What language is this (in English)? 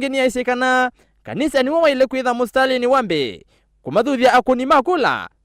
Kamba